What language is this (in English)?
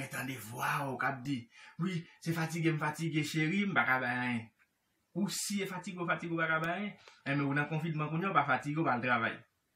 Haitian Creole